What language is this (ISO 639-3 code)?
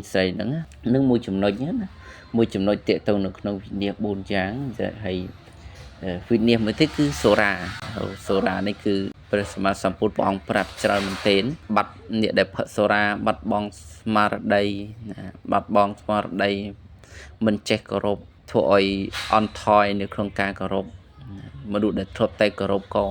khm